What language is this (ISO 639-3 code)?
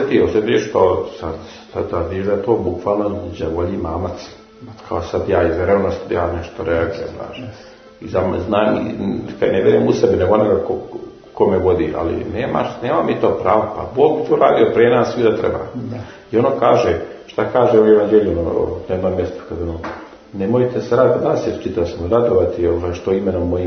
srp